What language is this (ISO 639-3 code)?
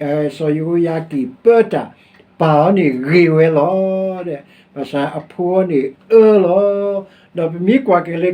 ksw